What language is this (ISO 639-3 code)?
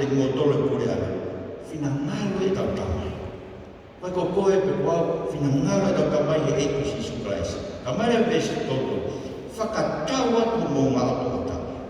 ton